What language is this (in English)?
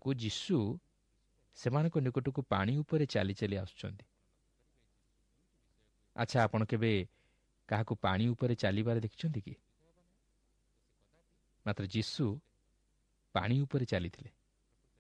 Odia